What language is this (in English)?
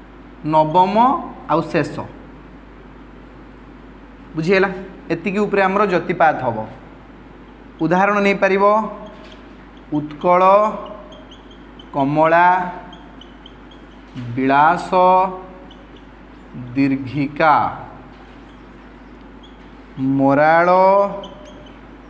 Odia